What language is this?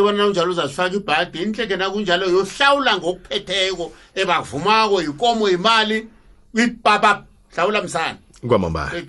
South Ndebele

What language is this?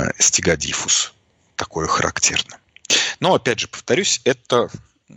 Russian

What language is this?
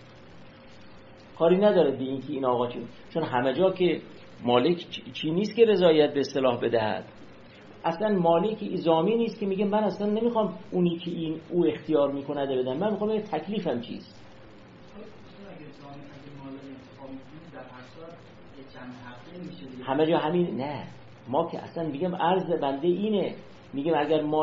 Persian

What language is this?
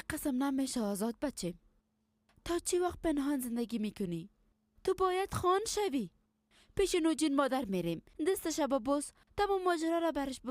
Persian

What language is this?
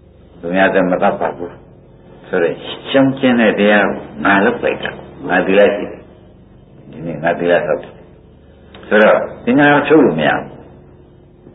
Burmese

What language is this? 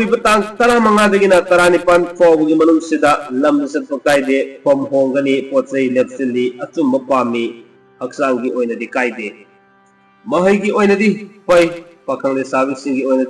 Manipuri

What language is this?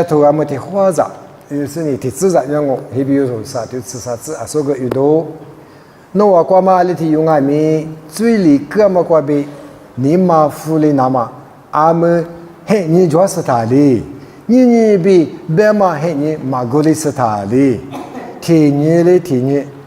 Lisu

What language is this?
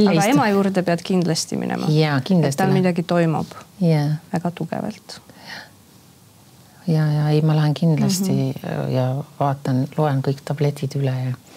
Estonian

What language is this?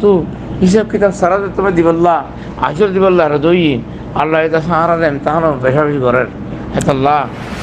Rohingya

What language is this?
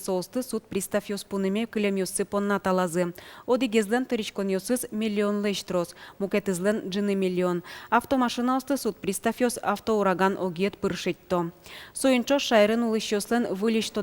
Udmurt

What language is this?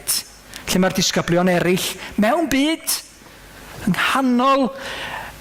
Welsh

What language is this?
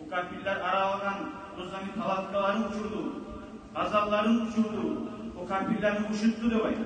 Kumyk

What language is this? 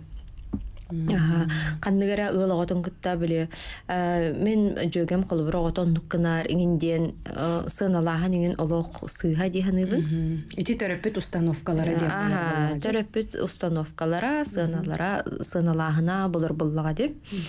Yakut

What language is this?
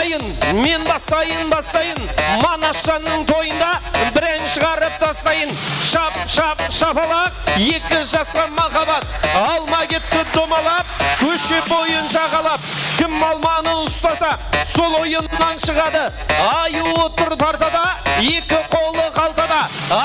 Kara-Kalpak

